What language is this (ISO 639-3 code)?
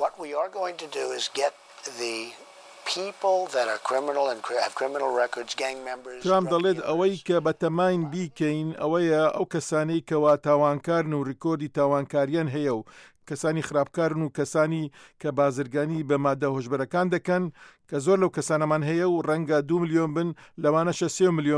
ckb